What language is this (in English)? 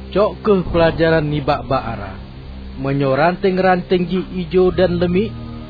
Achinese